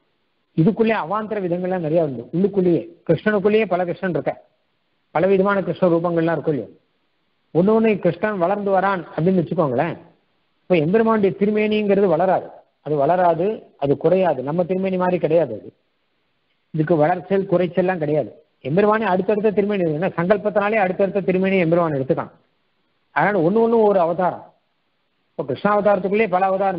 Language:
Tamil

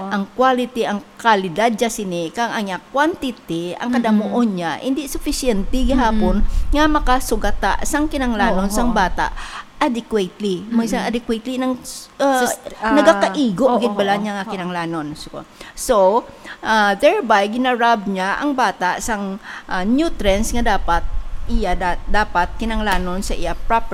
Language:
Hiligaynon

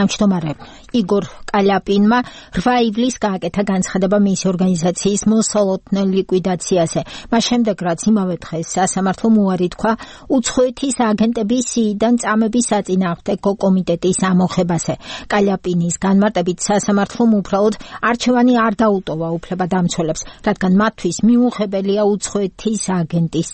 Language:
Georgian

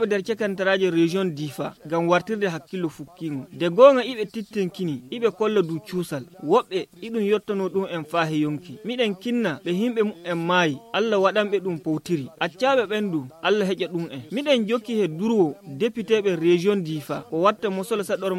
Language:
Fula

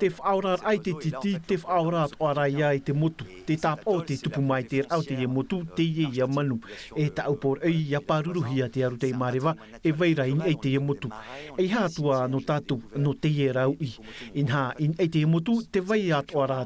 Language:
Tahitian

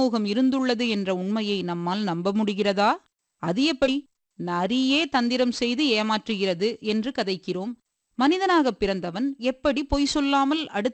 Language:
Tamil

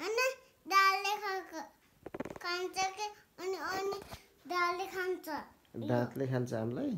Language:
Nepali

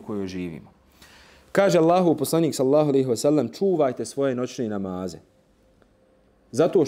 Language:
Bosnian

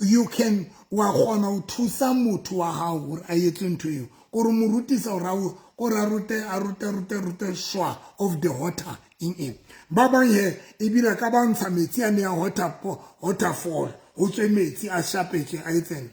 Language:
Southern Sotho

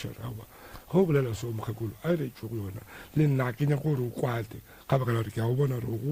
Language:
Northern Sotho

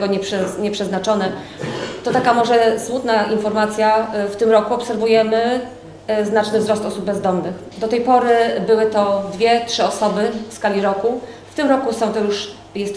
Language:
Polish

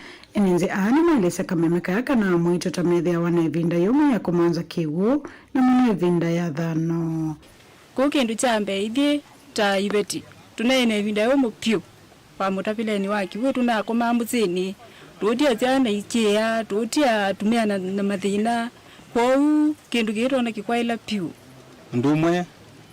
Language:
Kamba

